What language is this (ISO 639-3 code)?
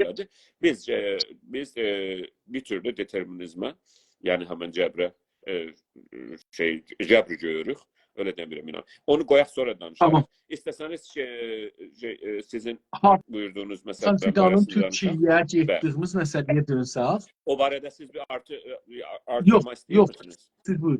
azb